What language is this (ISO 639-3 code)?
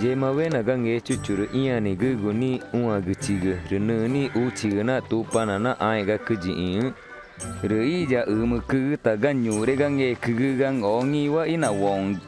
tca